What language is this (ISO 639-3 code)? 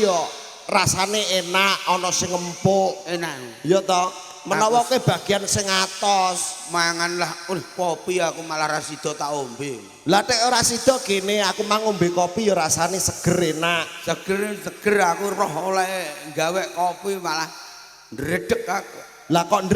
jav